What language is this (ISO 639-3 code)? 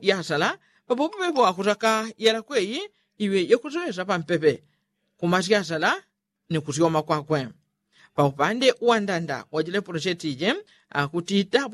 yao